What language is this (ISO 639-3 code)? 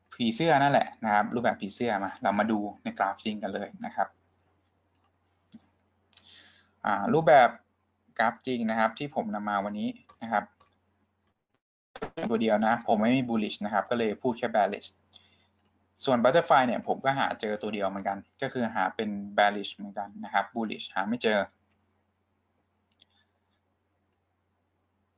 tha